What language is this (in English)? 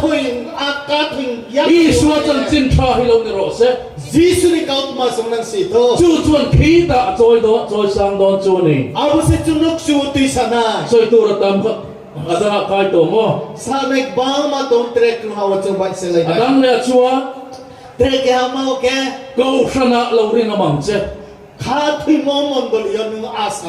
Riang (India)